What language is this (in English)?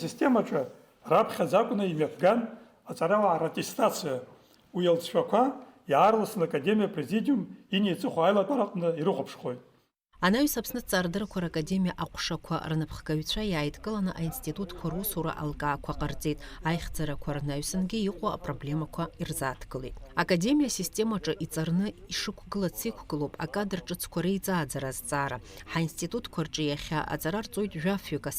Abkhazian